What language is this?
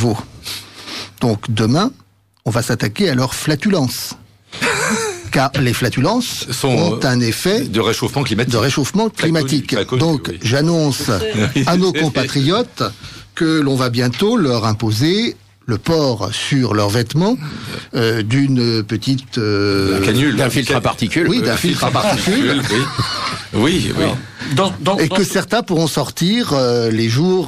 French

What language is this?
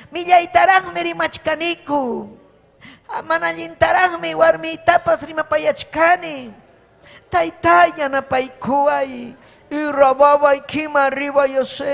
Ayacucho Quechua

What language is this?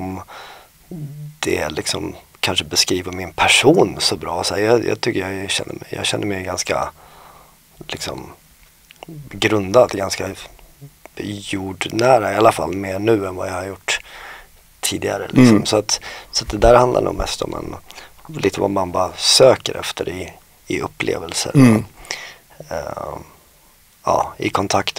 Swedish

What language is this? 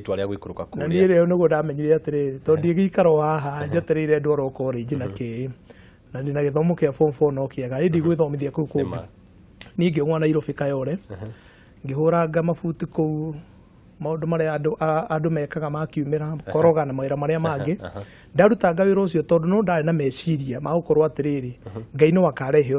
Kikuyu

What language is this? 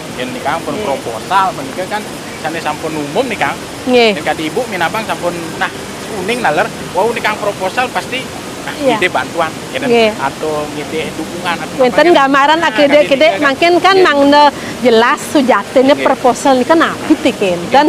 Balinese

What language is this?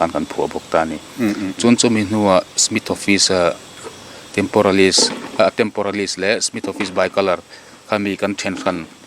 Mizo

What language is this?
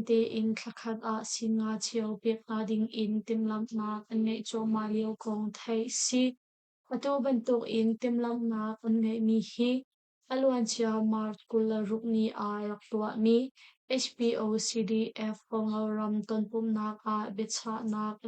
Hakha Chin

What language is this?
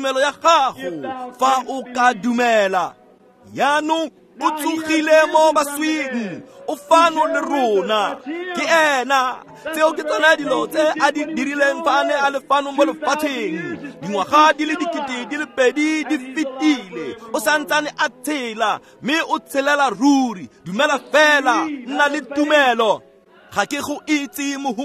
Tswana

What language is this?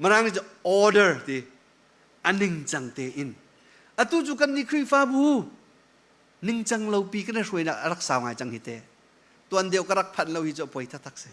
Hakha Chin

